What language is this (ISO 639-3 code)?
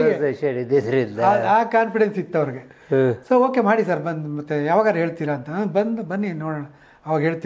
kan